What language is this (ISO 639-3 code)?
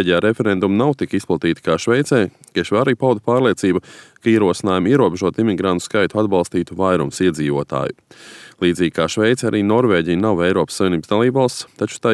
lav